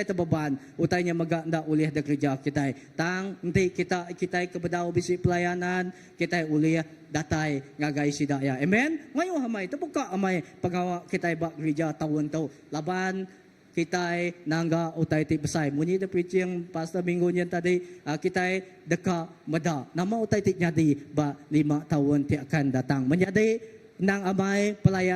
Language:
Iban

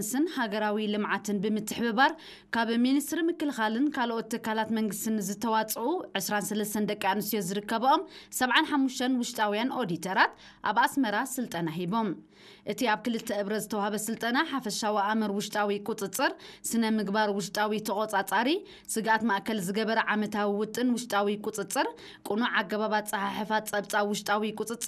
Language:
Tigrinya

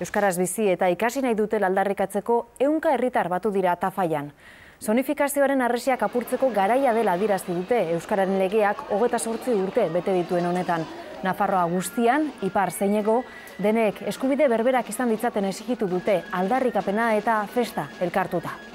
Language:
Basque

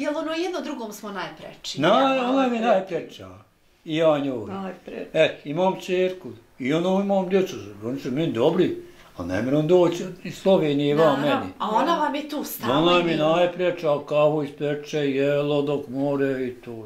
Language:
Bosnian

